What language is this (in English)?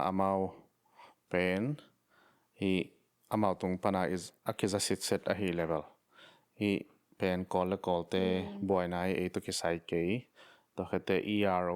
Tedim Chin